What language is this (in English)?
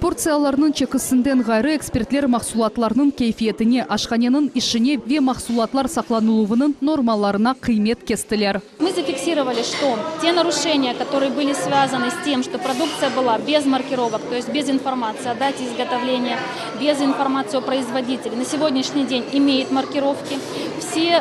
Crimean Tatar